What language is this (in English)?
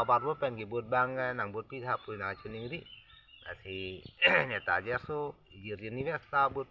Karbi